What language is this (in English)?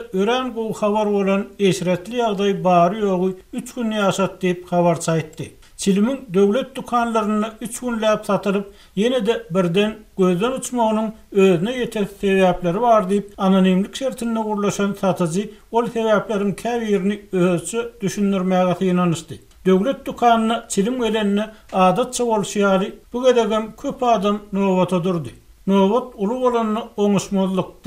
Turkmen